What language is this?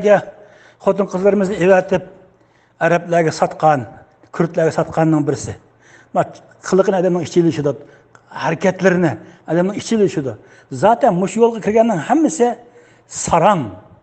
Uyghur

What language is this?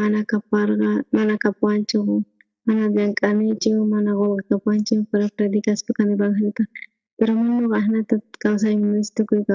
South Bolivian Quechua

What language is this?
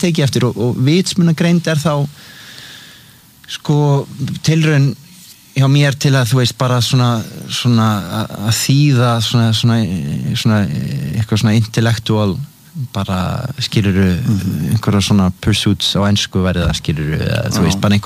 Icelandic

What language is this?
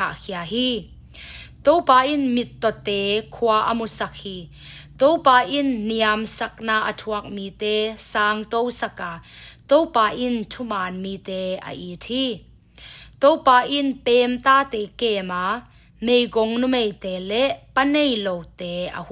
Tedim Chin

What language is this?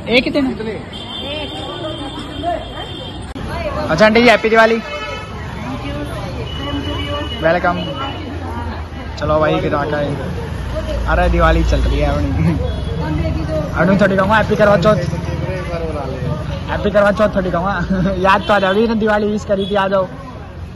Hindi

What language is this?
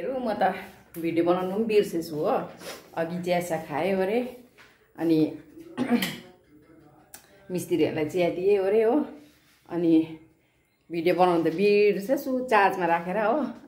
Nepali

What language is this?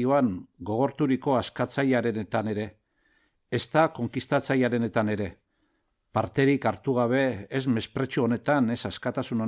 Basque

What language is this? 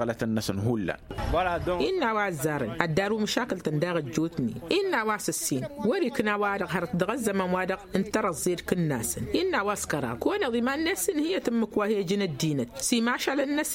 Tamasheq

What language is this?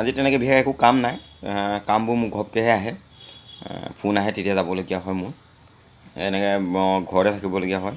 Assamese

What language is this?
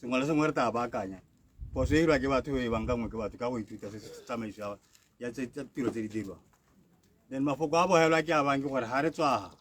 Tswana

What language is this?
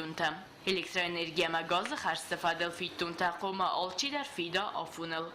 Ossetic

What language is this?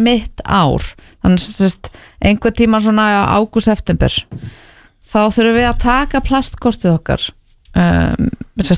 Icelandic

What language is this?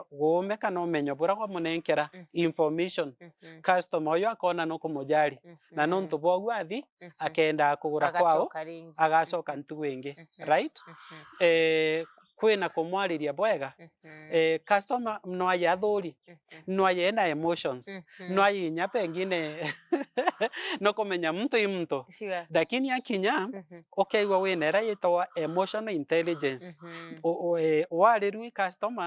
Meru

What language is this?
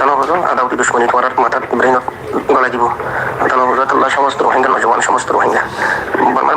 Rohingya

